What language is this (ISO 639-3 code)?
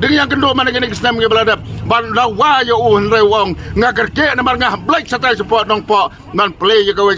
kha